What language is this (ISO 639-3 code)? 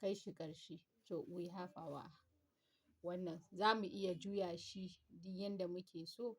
hau